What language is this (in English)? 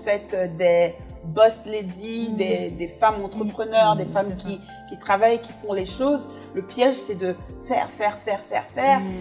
French